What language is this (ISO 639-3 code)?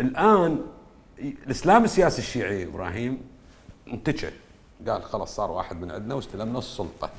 acm